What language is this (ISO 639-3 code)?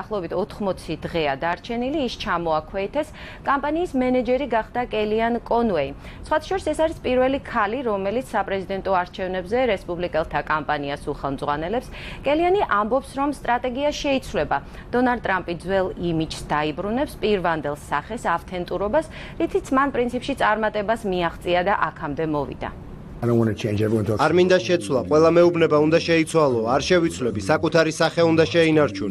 kat